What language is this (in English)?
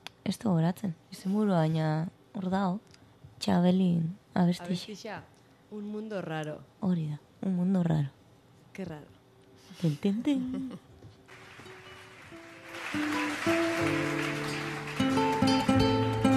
Basque